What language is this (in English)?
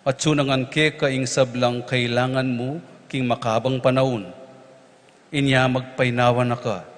Pampanga